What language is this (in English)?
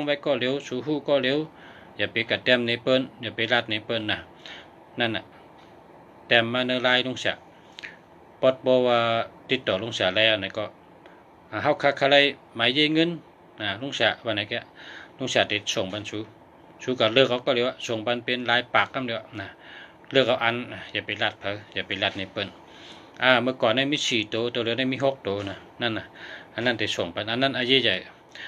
Shan